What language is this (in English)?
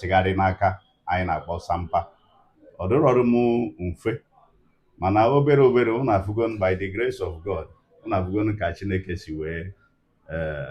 Igbo